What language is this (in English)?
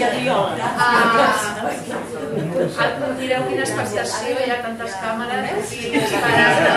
Catalan